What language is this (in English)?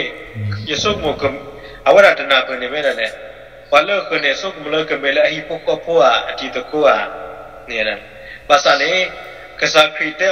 S'gaw Karen